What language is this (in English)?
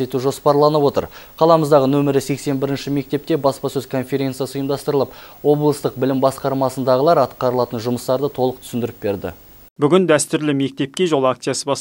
Kazakh